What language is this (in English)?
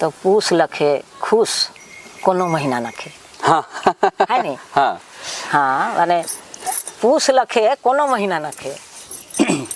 Sadri